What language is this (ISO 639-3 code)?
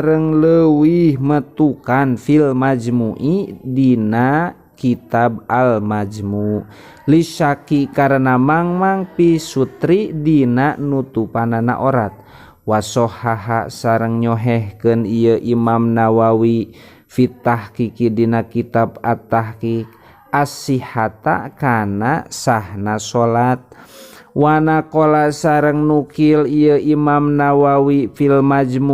sun